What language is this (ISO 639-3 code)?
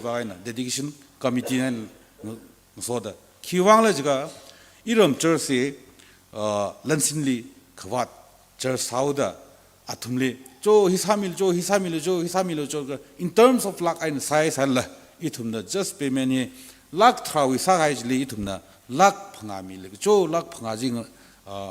nmf